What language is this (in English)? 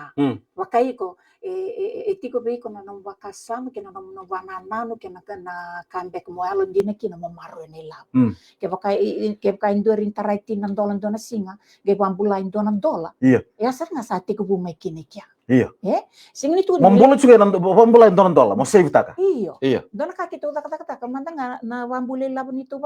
Fijian